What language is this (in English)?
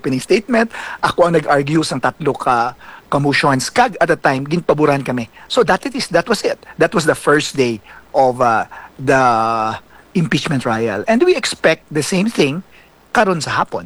Hiligaynon